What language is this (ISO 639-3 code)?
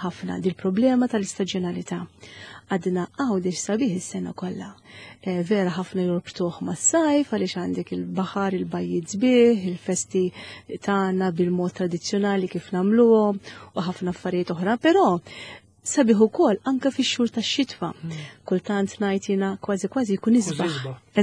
mlt